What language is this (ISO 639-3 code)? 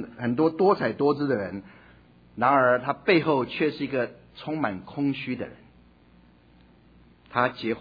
zho